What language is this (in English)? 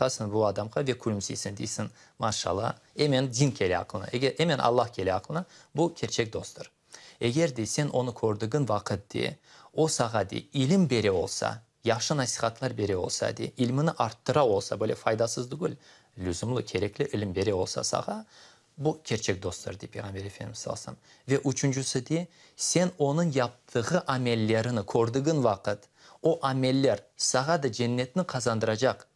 Crimean Tatar